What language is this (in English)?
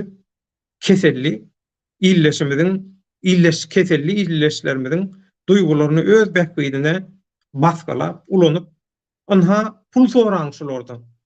Turkmen